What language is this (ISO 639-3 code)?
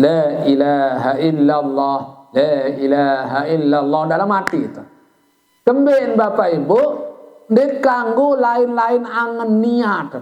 sas